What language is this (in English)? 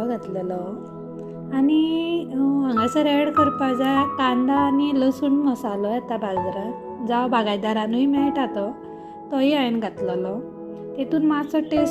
Konkani